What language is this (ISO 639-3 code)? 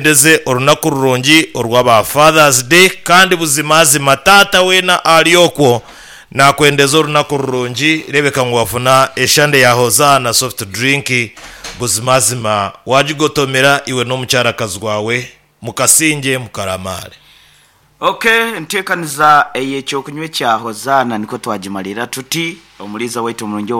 nyn